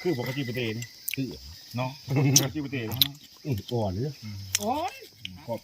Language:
Northeastern Thai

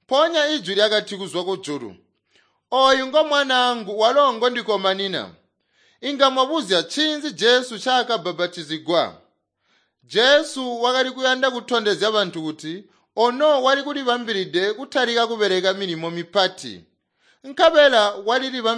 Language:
Tonga (Zambia)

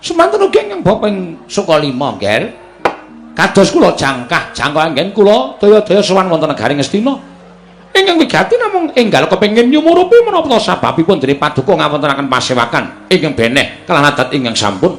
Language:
Javanese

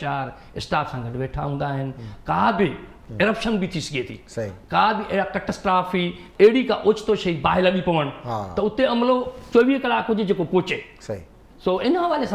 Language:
Sindhi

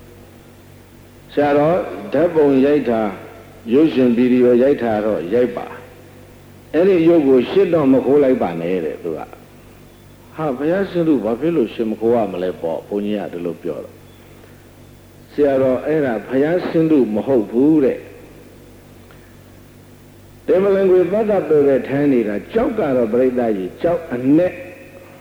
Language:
Burmese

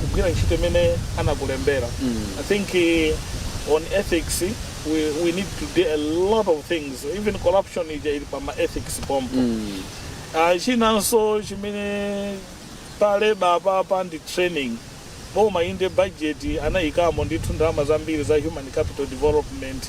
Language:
Nyanja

